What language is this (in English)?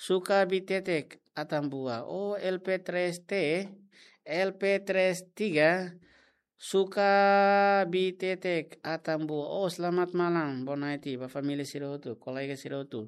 Tetum